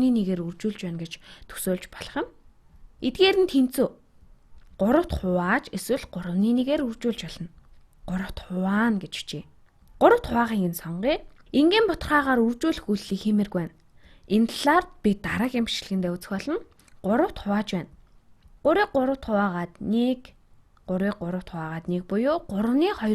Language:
Mongolian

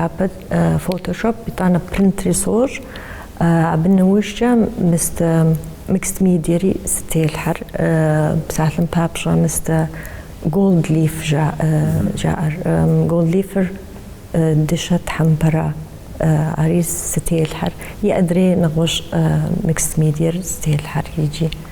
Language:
Kabardian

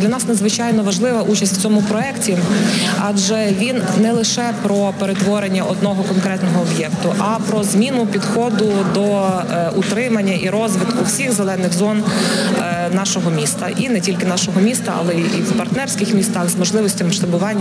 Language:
Ukrainian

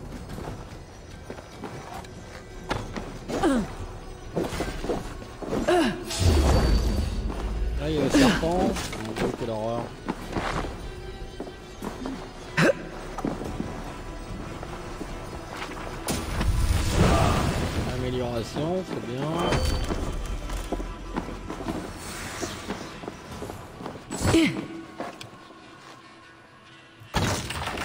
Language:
French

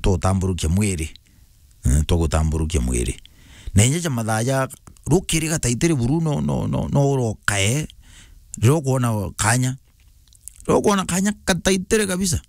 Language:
Meru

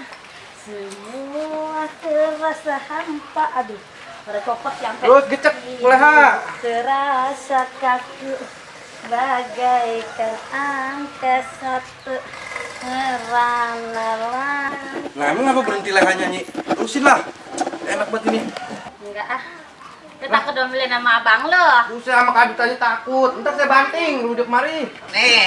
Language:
Betawi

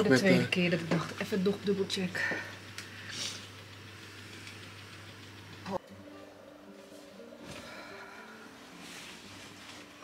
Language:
Dutch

